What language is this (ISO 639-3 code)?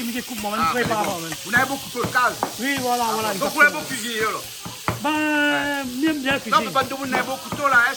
rcf